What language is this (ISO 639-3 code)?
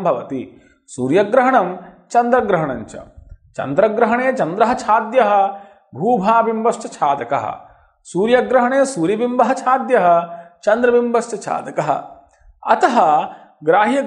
san